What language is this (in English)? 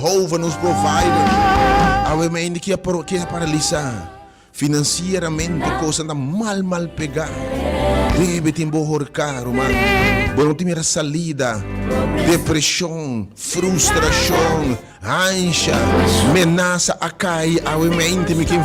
Papiamento